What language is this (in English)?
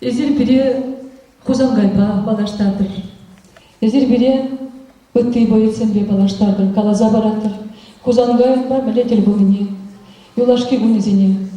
Chuvash